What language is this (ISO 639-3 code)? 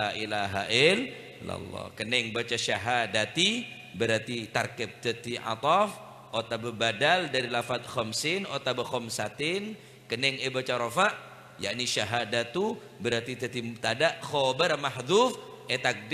mad